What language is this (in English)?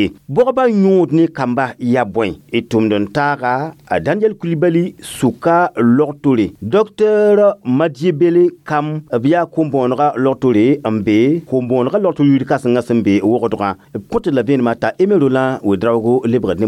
Mossi